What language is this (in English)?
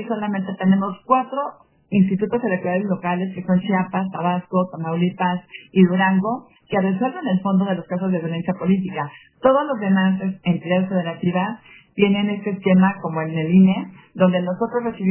Spanish